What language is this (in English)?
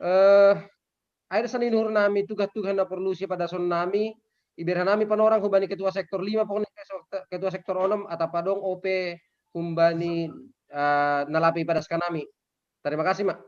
Batak Simalungun